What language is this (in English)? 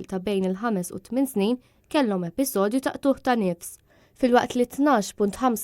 Maltese